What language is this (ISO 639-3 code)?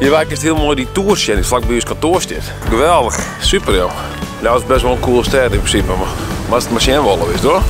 fry